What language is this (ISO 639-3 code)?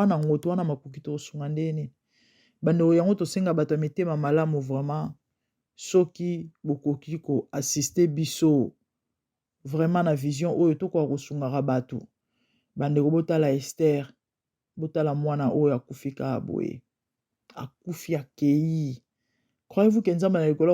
lin